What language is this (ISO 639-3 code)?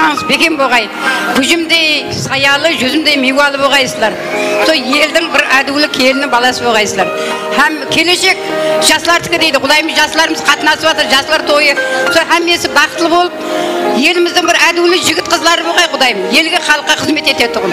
kaa